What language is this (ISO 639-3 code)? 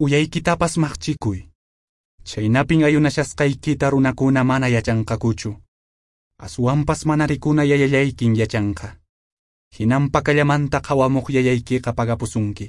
que